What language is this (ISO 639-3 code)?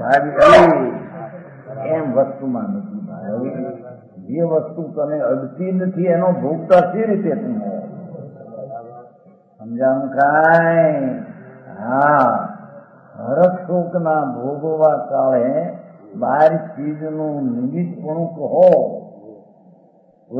guj